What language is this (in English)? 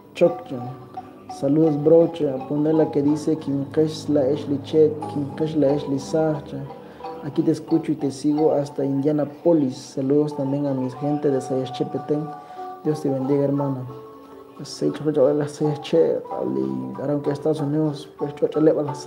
Kekchí